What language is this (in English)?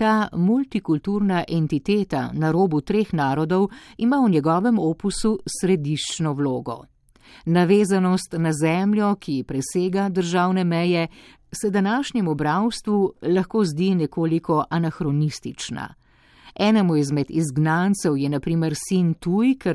Slovenian